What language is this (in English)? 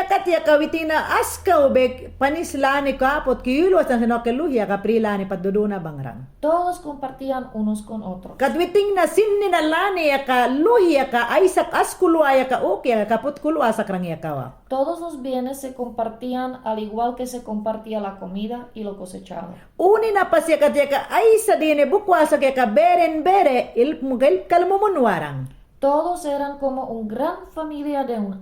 Mayangna